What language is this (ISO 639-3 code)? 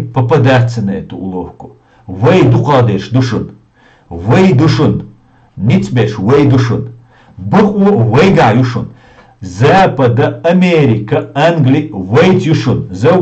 che